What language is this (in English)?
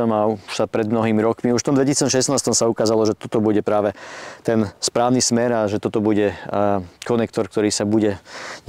Slovak